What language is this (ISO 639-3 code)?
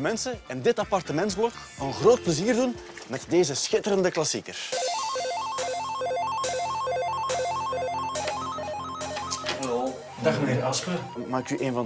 nld